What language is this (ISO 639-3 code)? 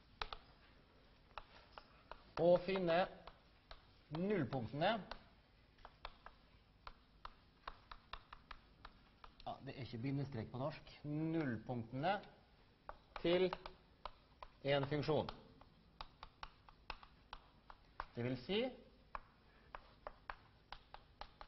nor